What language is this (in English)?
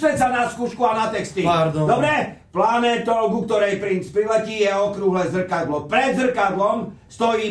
Slovak